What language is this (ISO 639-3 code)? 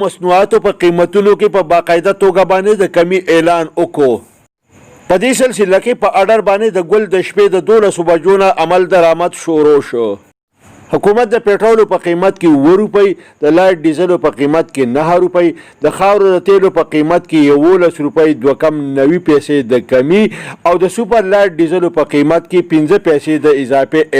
pus